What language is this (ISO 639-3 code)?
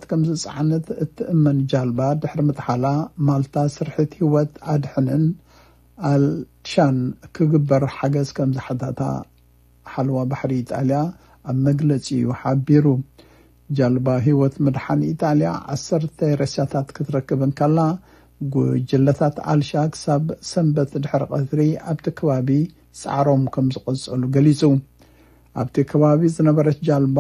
tir